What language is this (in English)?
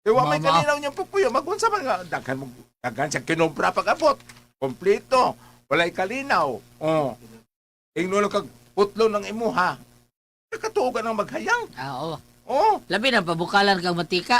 Cebuano